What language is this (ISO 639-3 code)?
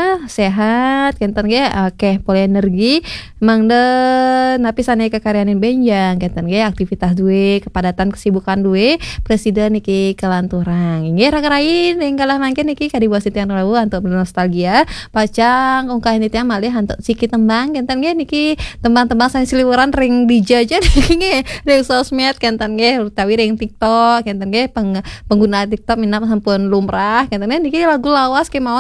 ban